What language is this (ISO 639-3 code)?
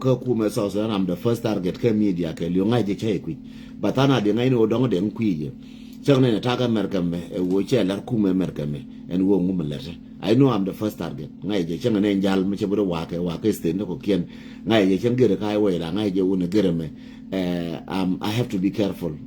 nus